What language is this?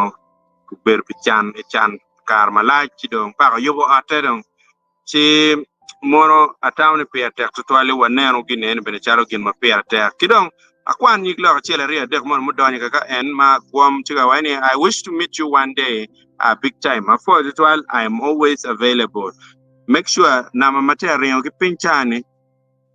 Acoli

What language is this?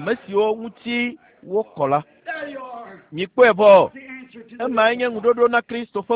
Ewe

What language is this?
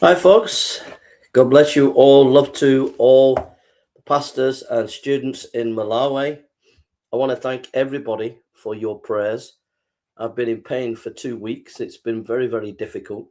English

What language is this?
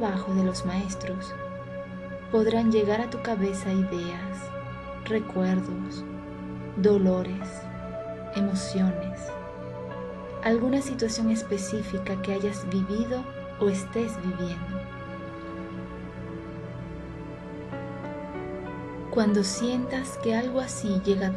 Spanish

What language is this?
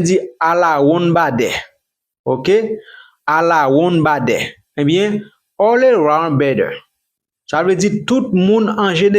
Haitian Creole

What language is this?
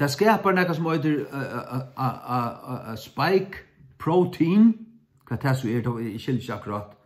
Faroese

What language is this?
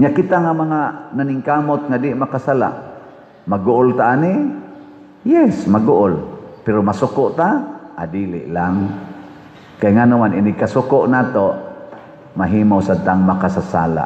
Cebuano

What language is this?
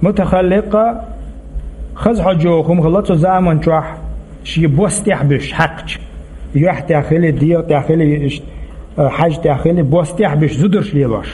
Chechen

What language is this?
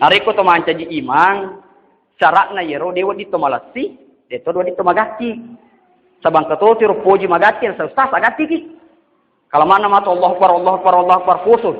Buginese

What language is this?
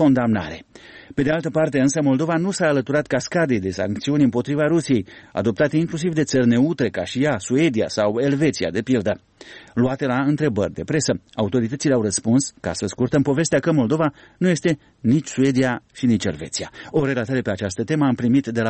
Romanian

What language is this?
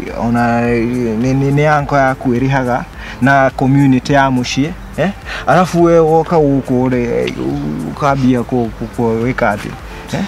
Kikuyu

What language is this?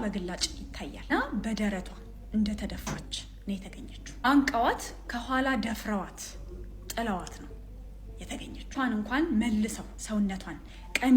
Amharic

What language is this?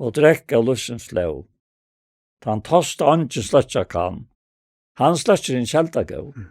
Faroese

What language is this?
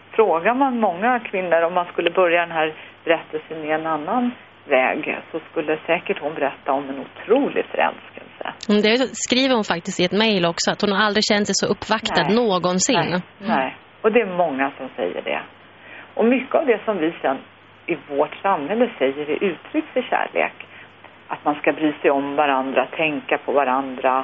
Swedish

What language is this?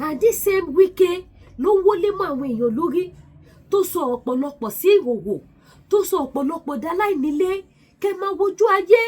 Yoruba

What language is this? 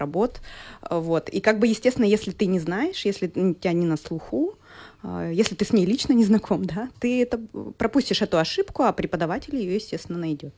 Russian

